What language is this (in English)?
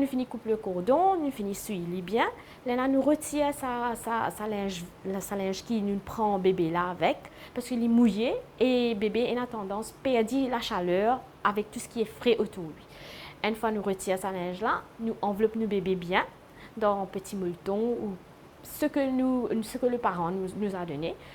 Morisyen